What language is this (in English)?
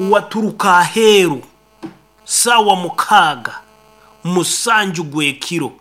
Nyoro